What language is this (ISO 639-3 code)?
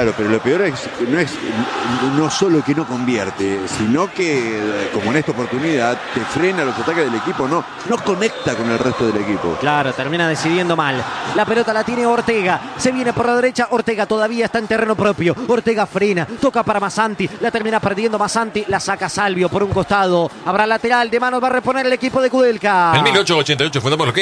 spa